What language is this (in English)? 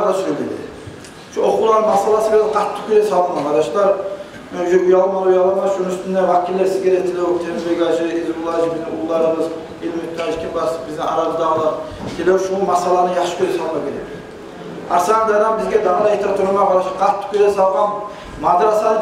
Kumyk